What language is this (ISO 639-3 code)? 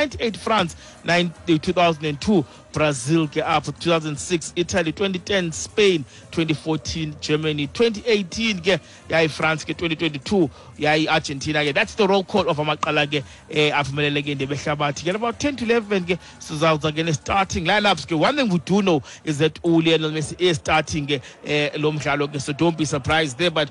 xho